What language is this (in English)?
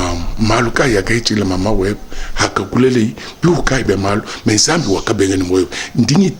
Luba-Lulua